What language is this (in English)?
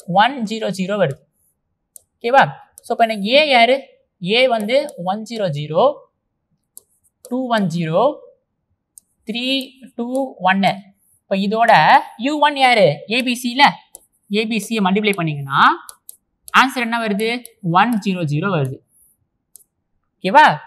Tamil